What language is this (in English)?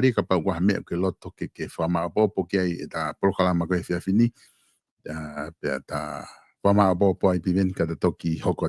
Tongan